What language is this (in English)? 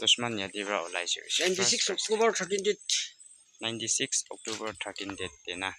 Naga Pidgin